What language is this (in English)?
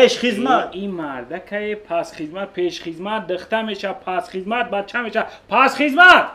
Tajik